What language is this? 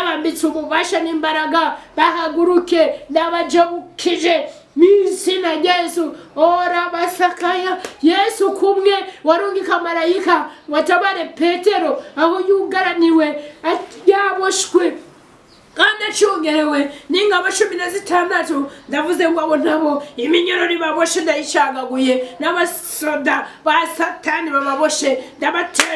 Rundi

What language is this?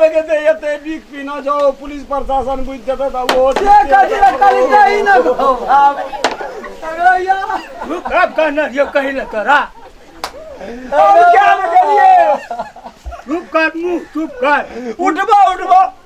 Maithili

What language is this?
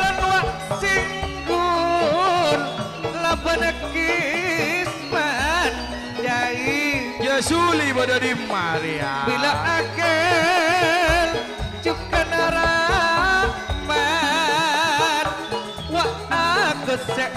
Madurese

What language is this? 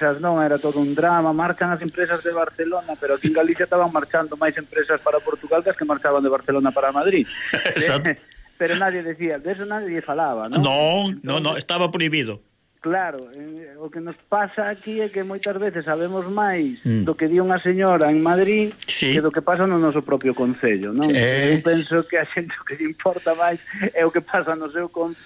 Galician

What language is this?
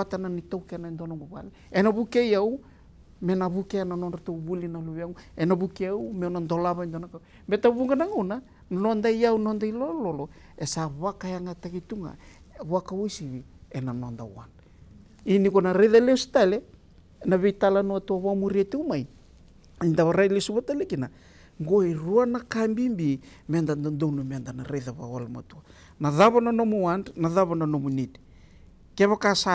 Fijian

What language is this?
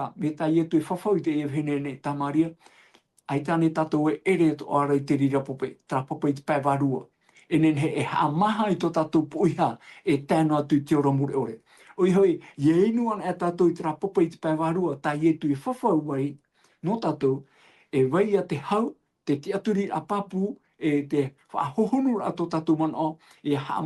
Tahitian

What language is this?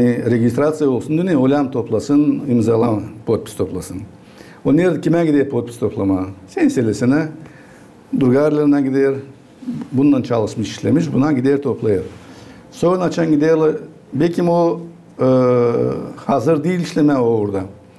Gagauz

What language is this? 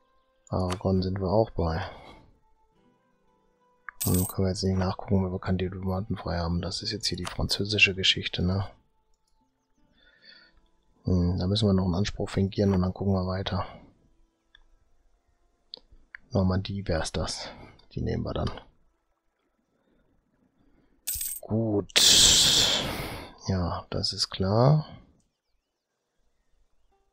German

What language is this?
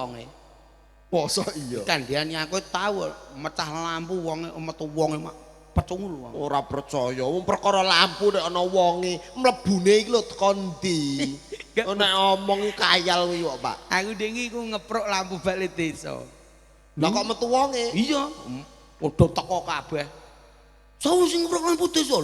Javanese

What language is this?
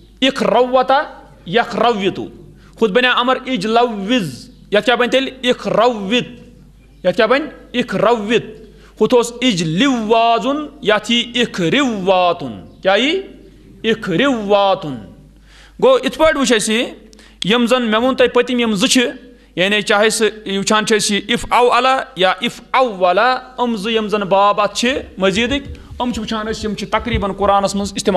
Kashmiri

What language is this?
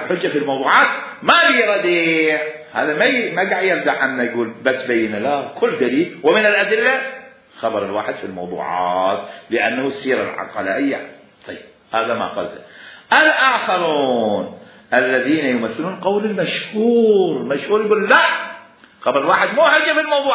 Mesopotamian Arabic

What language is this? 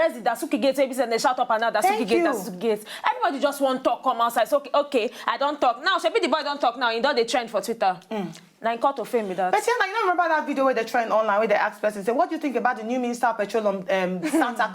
Nigerian Pidgin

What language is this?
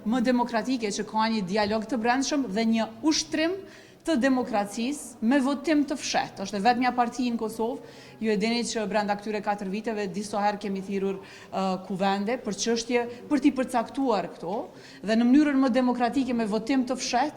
Albanian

